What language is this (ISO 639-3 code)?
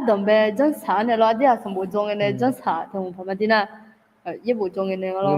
ahk